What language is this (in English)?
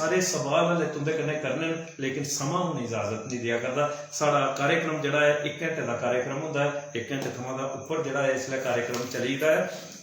Dogri